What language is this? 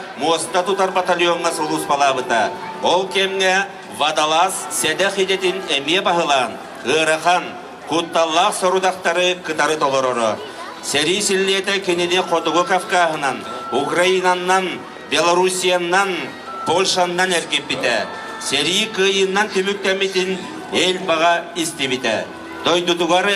Yakut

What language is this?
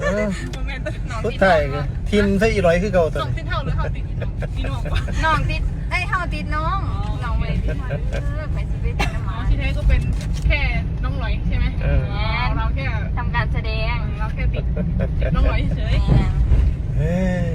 Northeastern Thai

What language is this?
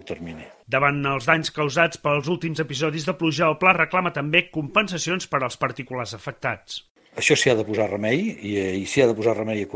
Catalan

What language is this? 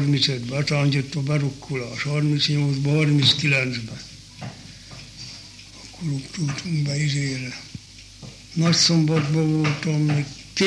Hungarian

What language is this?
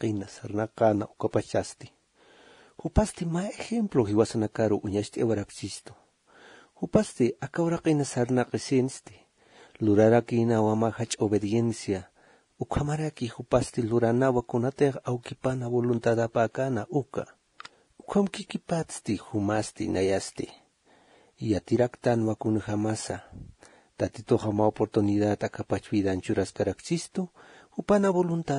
Aymara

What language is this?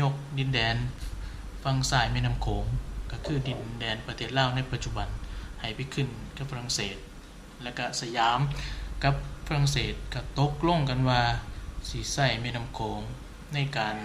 Lao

